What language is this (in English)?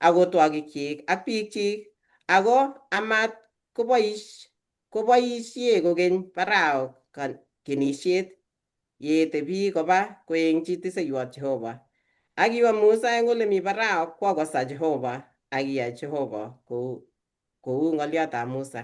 Kalenjin